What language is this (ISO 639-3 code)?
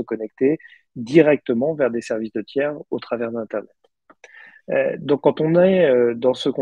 fra